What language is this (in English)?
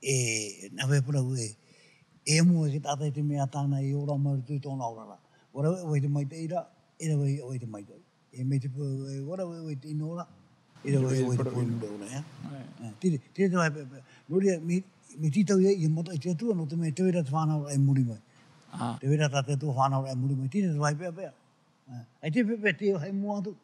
Tahitian